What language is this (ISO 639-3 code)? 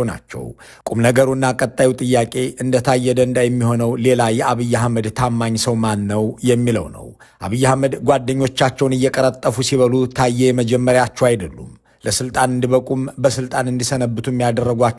amh